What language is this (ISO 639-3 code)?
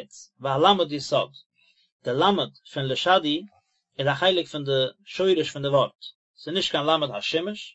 yid